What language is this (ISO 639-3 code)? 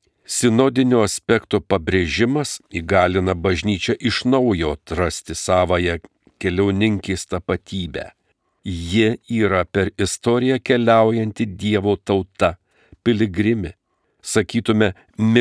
lit